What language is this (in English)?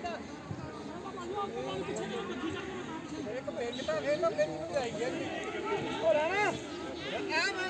Punjabi